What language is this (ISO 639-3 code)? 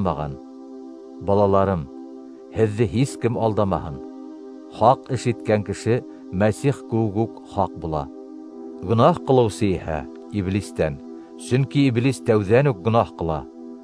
bak